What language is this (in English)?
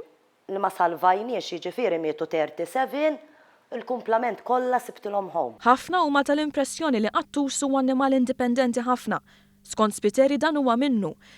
Maltese